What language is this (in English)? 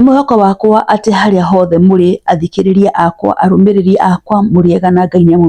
Kikuyu